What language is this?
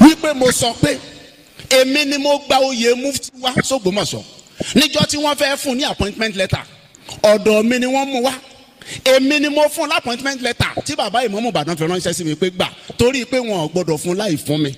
Yoruba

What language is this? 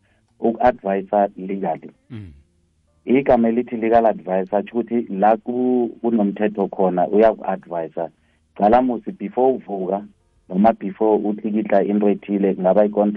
South Ndebele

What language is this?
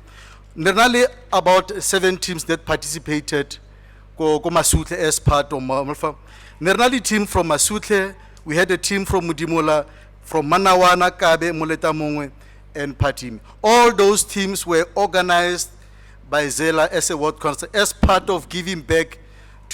Tswana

